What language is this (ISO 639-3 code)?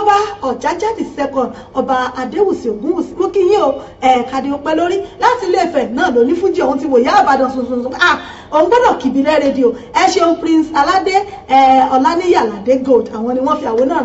yor